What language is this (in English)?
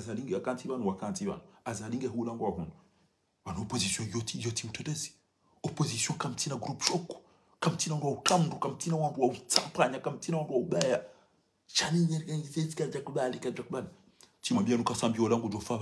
Ngazidja Comorian